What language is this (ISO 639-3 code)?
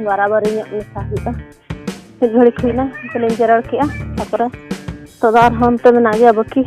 sat